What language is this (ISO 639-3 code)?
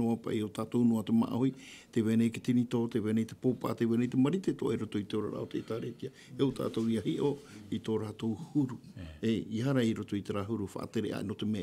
tah